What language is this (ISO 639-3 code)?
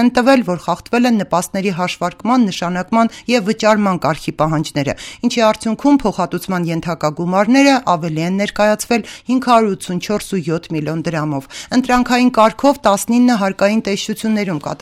hye